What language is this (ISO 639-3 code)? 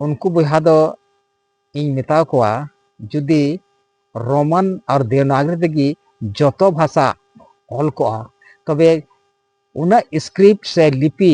sat